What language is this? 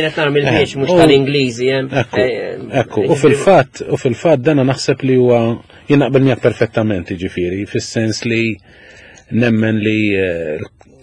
Maltese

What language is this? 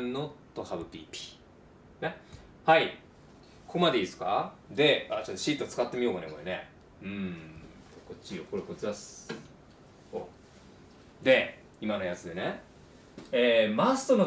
Japanese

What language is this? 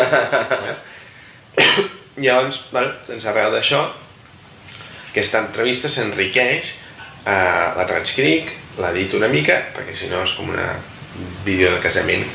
Catalan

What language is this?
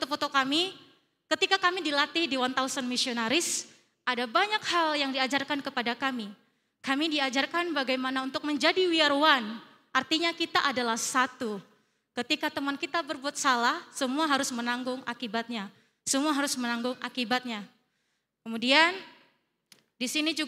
Indonesian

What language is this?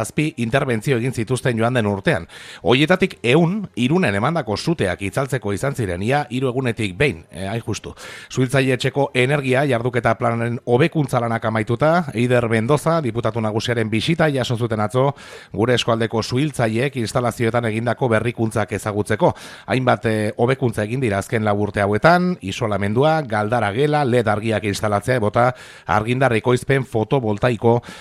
Basque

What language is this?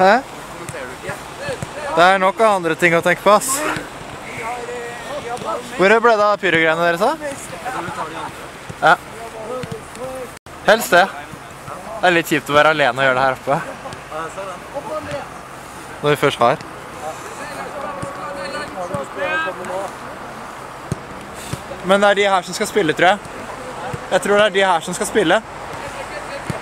Norwegian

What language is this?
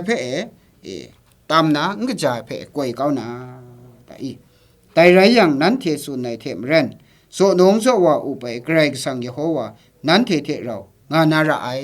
Kachin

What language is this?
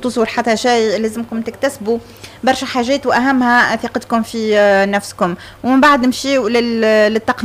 Tunisian Arabic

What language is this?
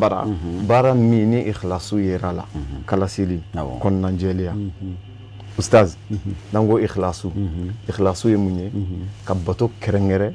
Bambara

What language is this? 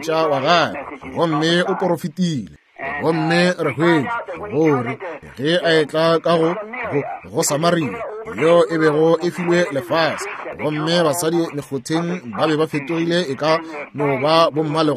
Northern Sotho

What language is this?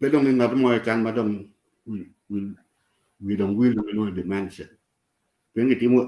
Acoli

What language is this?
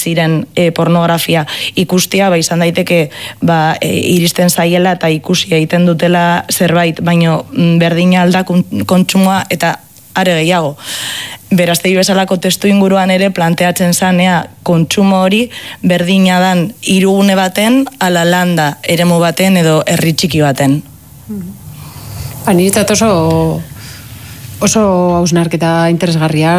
Basque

